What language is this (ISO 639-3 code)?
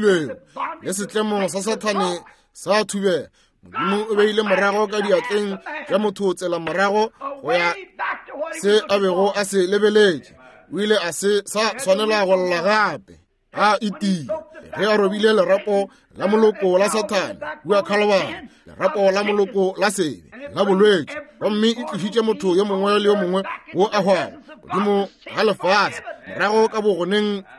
nso